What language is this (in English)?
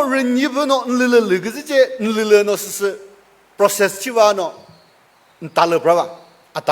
Chokri Naga